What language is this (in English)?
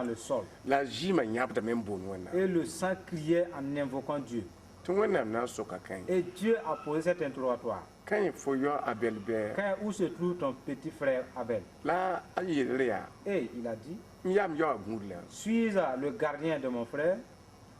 Mossi